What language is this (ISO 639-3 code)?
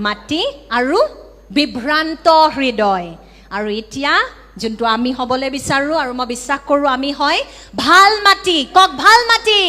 asm